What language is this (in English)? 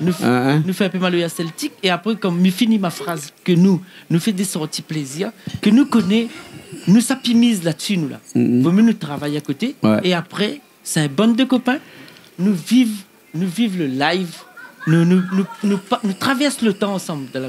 Réunion Creole French